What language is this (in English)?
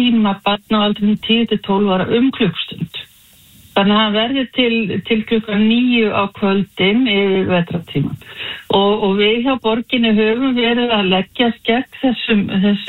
Icelandic